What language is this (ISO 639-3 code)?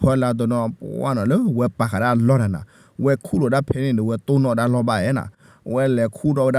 ksw